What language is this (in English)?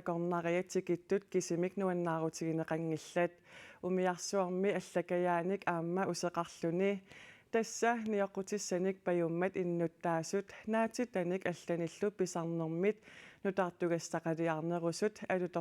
Kalaallisut